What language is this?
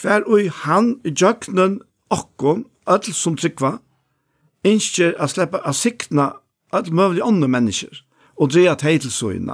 Faroese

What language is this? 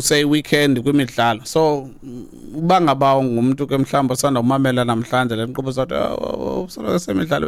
Xhosa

